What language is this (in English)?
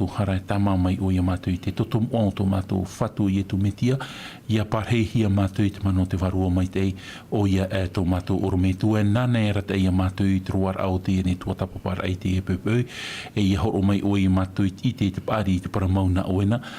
Tahitian